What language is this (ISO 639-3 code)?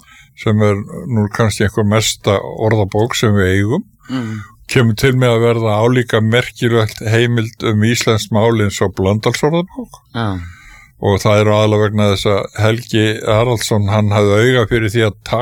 isl